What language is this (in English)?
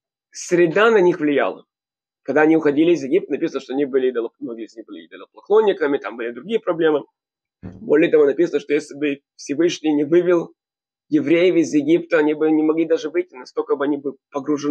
Russian